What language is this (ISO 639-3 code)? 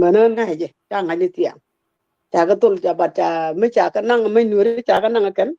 nus